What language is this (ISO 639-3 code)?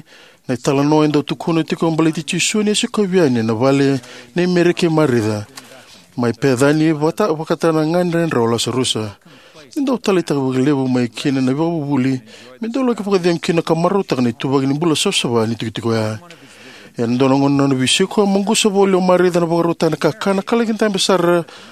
fij